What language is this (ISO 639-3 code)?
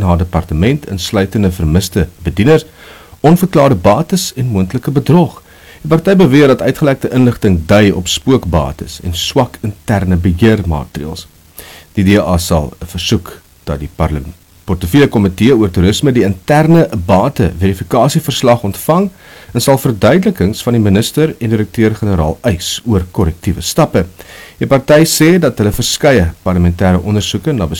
afr